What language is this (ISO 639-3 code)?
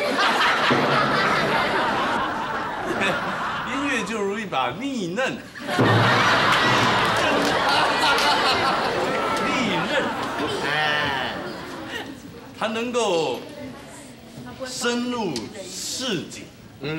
zho